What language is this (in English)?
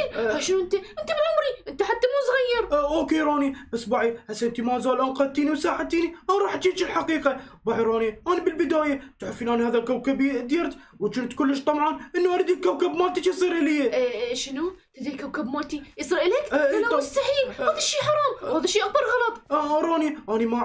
Mesopotamian Arabic